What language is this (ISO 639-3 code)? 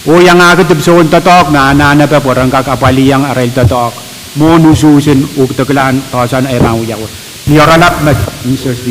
pon